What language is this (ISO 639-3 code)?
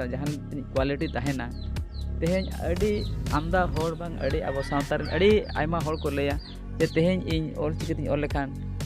sat